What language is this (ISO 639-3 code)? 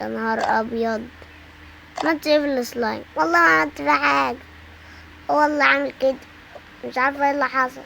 arz